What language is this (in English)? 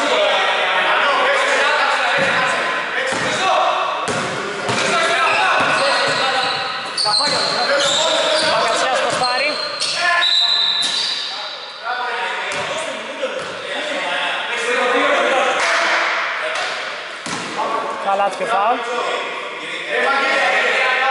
Greek